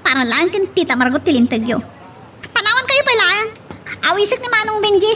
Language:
Iloko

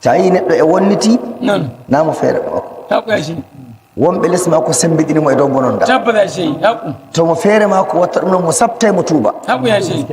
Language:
Nigerian Fulfulde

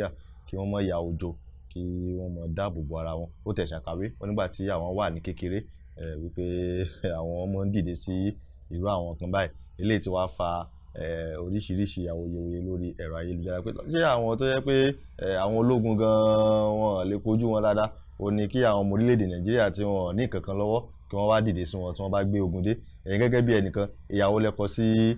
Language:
Yoruba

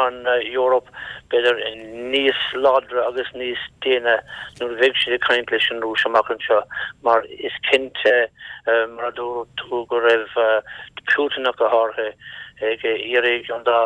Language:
Irish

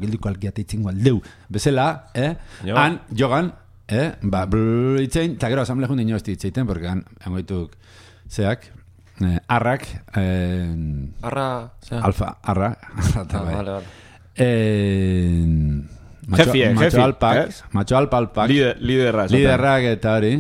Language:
Basque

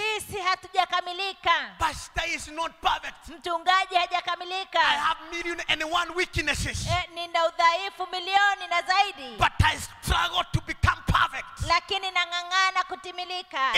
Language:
Swahili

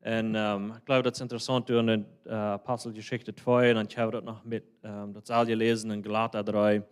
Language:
Plautdietsch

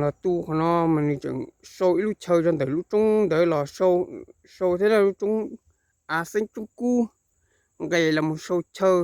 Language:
Hmong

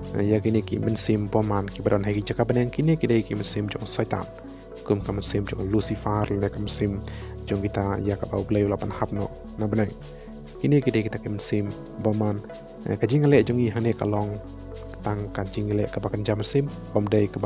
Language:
Khasi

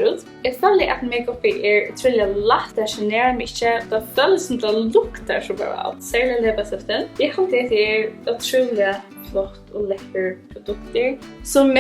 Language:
Faroese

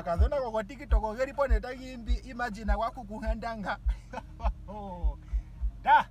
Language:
Ndonga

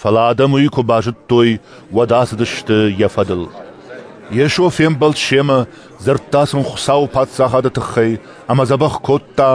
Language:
Ossetic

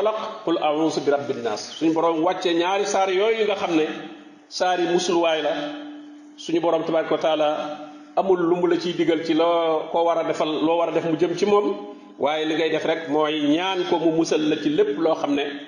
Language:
Wolof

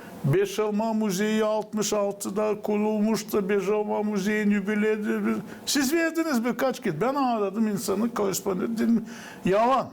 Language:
Gagauz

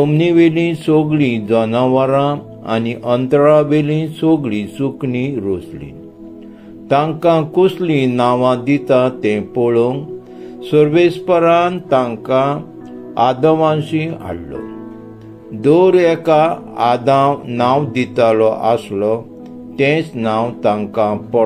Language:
Konkani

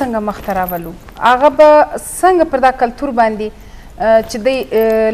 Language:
Eastern Balochi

